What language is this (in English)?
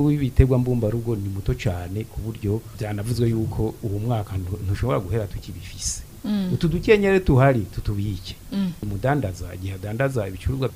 Rundi